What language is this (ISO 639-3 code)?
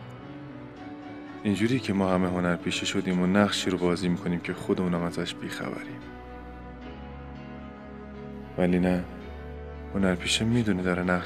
fas